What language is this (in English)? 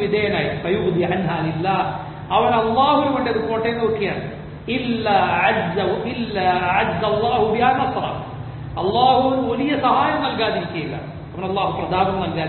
Malayalam